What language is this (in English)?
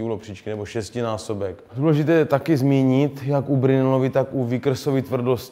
Czech